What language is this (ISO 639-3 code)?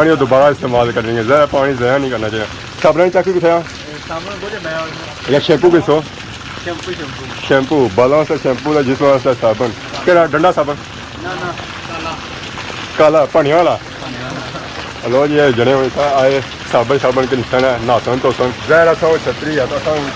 phr